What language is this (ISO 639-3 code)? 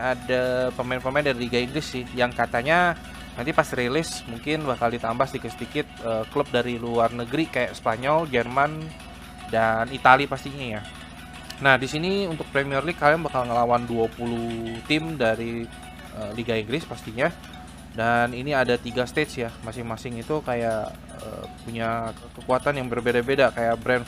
ind